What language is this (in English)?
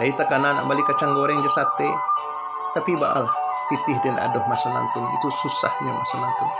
Minangkabau